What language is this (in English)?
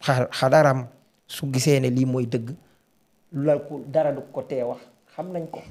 Wolof